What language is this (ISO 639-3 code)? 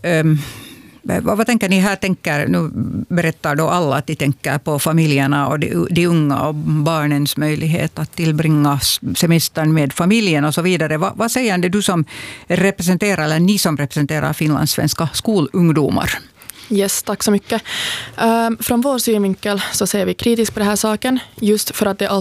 swe